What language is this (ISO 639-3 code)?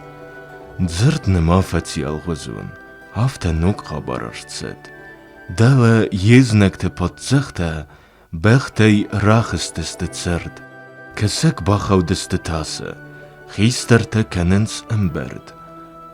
oss